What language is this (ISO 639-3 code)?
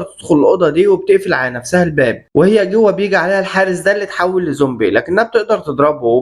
arz